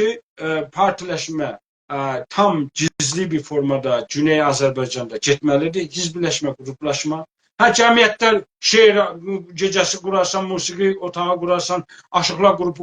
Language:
South Azerbaijani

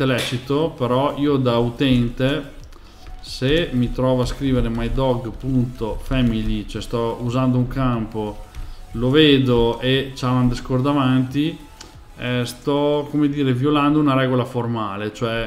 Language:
Italian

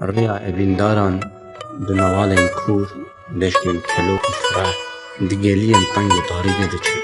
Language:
Kurdish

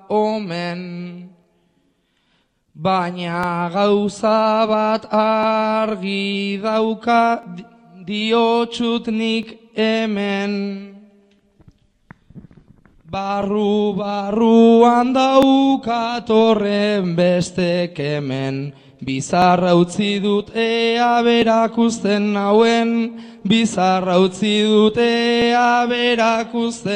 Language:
Basque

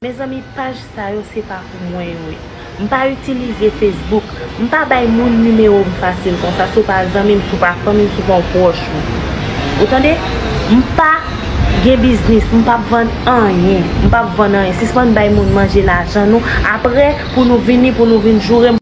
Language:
Haitian Creole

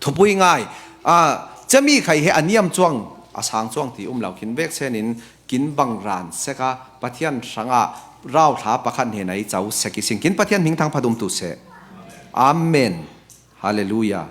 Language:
Falam Chin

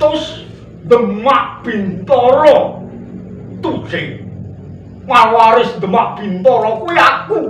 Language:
Javanese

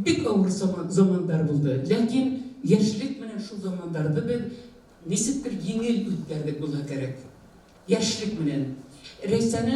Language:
Bashkir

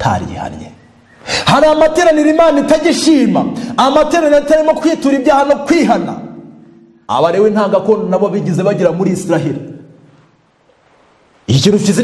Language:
Kinyarwanda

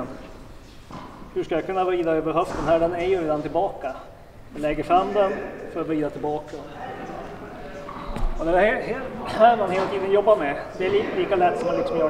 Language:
Swedish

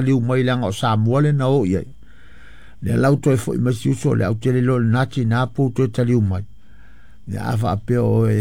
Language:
Samoan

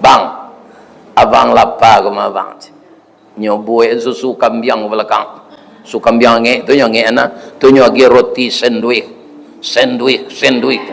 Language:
Minangkabau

